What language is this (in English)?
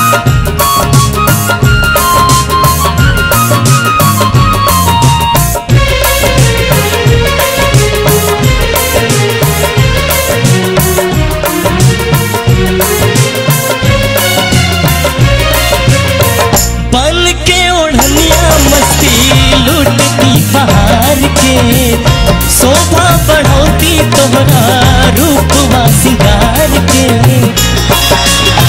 Bhojpuri